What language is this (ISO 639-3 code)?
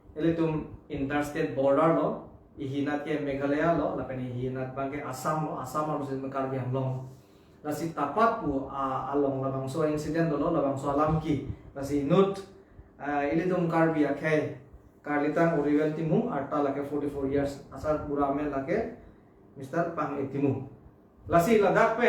mjw